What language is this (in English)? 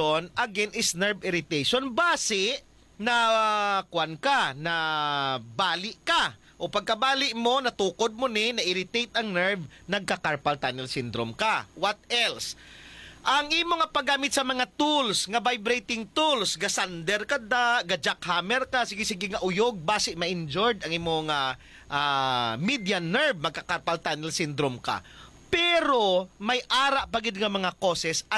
Hiligaynon